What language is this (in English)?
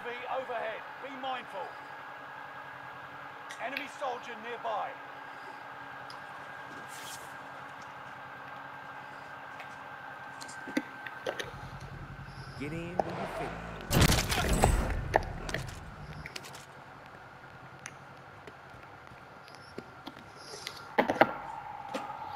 Czech